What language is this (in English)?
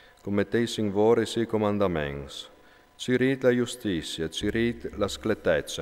Friulian